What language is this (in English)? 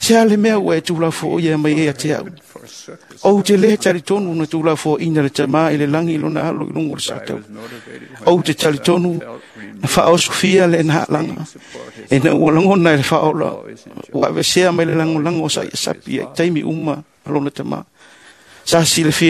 Samoan